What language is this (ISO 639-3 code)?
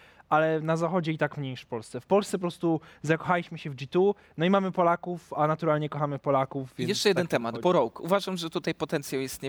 pol